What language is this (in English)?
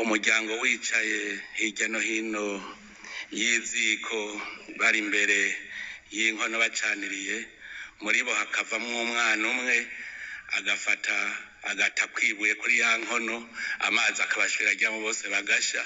Rundi